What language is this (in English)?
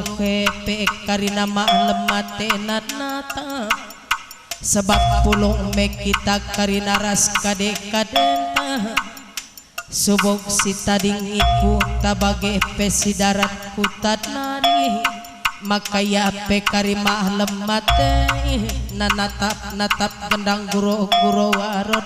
Batak Karo